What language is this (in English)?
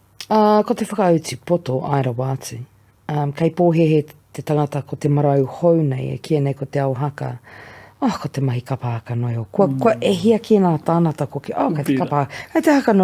Māori